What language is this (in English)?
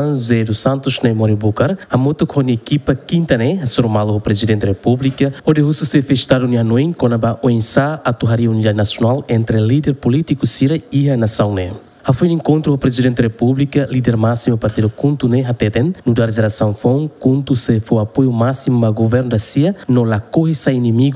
Tetum